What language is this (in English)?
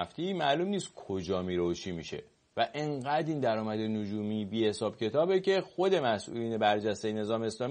Persian